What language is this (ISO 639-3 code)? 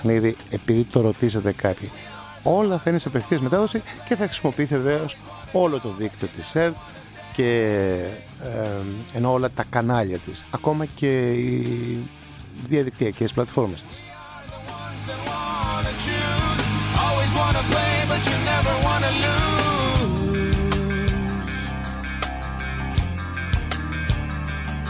ell